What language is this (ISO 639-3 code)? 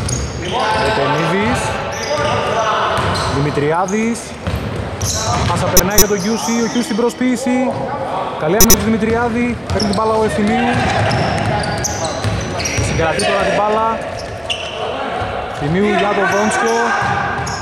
ell